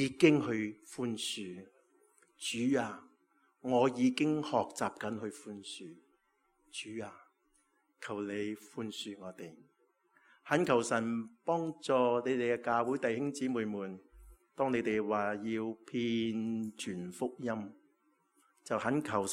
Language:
Cantonese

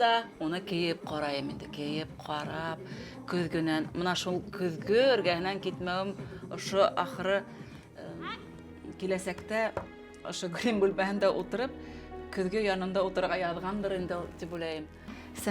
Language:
Bashkir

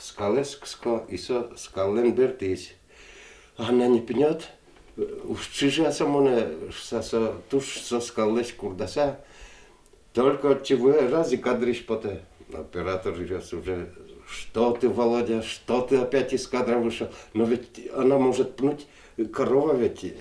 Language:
Udmurt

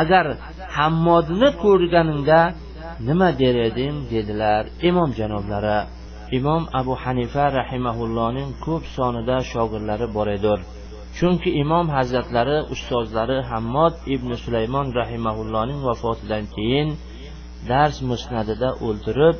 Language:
Uzbek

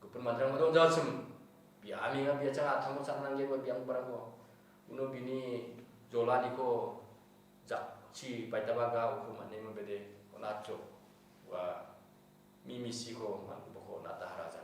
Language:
Garo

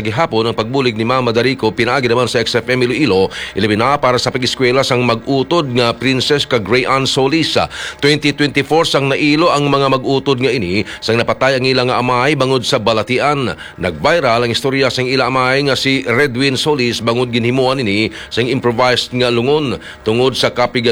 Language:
Hiligaynon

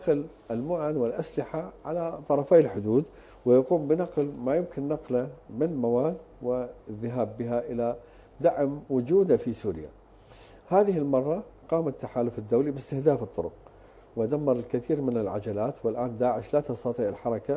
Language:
Arabic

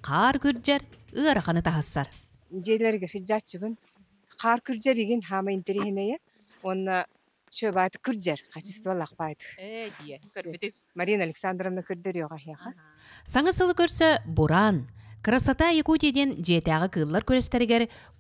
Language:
Yakut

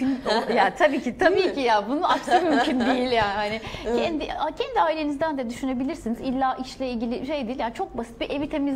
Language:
Turkish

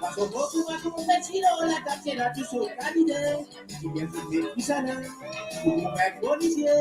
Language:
Morisyen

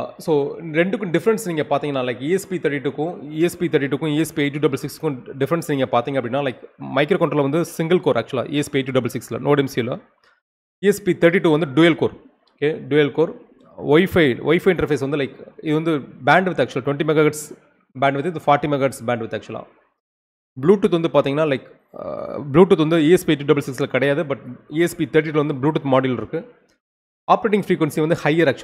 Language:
Tamil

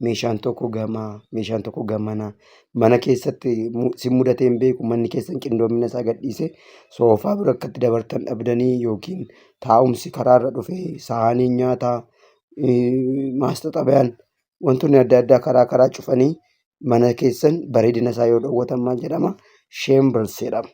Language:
Oromo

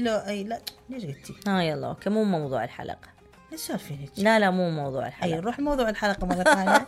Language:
Mesopotamian Arabic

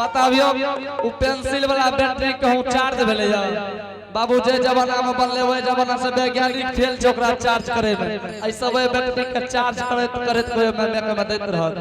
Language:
Angika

